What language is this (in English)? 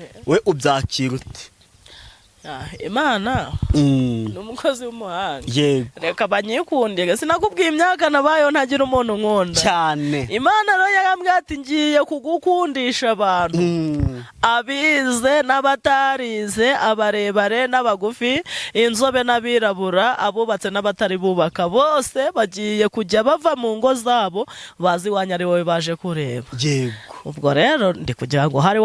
Kinyarwanda